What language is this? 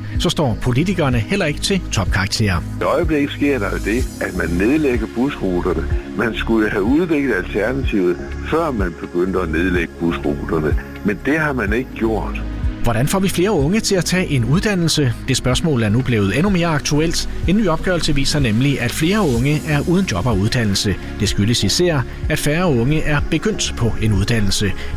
Danish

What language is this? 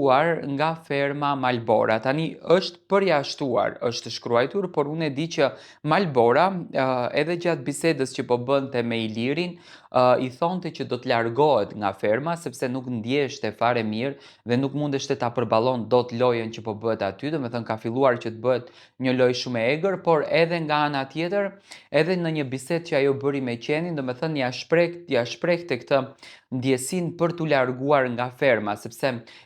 Albanian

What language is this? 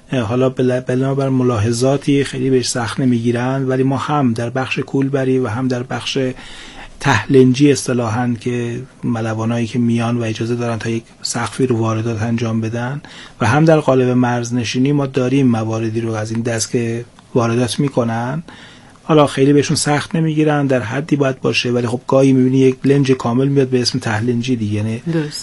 Persian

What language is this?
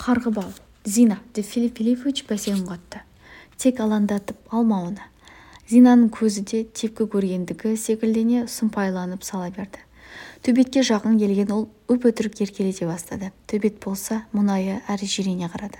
Kazakh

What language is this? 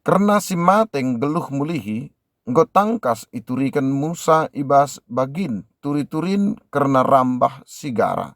Batak Karo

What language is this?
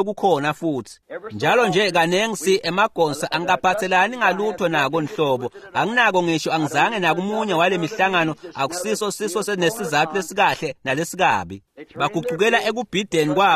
Swati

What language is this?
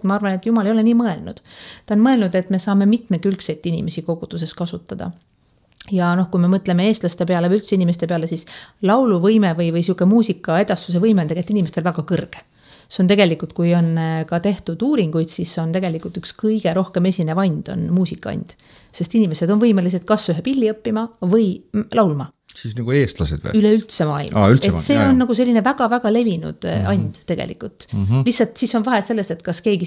Estonian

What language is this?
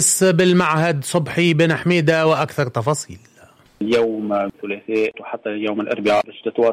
Tunisian Arabic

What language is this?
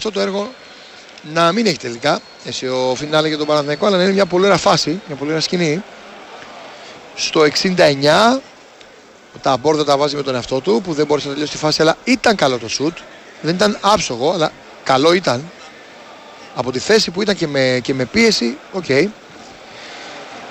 Greek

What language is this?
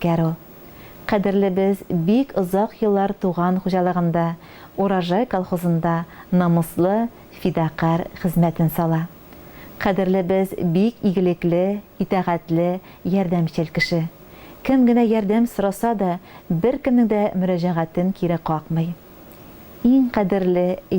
Tatar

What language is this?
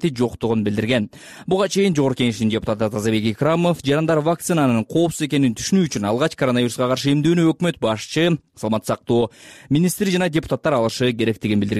Kyrgyz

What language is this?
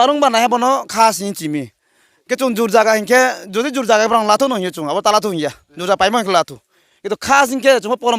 Riang (India)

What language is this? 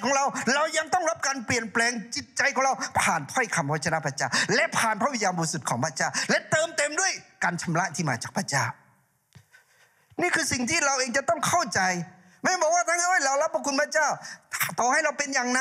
Thai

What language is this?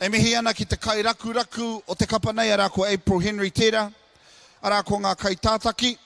Māori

